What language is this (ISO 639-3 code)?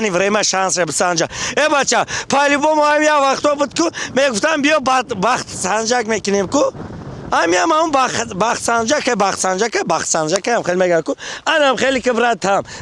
tgk